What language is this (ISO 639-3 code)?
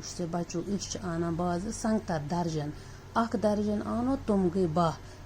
kas